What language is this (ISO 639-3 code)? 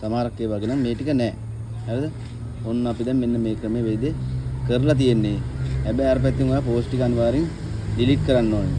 sin